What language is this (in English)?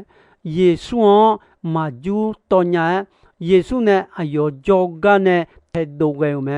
Akha